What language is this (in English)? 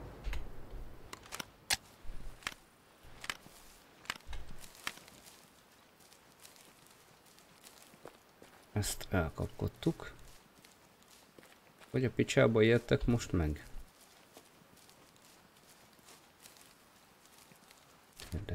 Hungarian